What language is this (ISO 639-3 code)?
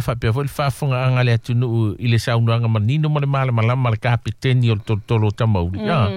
smo